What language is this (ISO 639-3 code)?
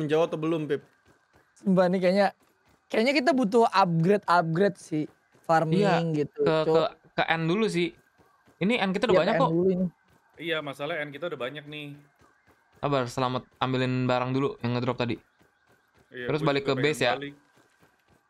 ind